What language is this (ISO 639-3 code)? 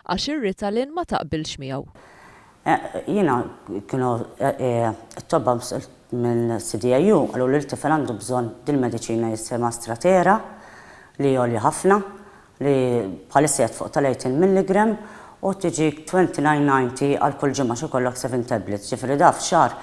mlt